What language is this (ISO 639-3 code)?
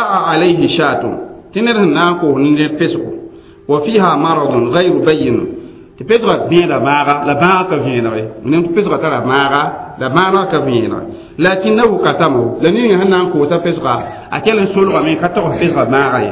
mos